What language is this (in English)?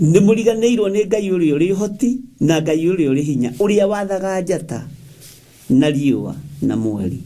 Kikuyu